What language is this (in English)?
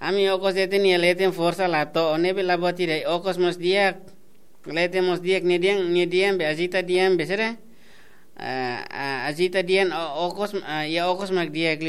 Tetum